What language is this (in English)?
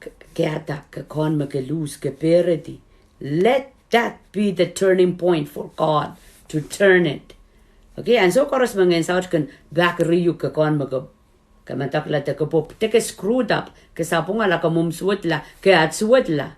Pohnpeian